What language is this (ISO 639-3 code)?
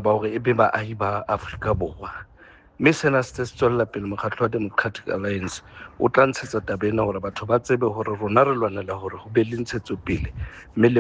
sot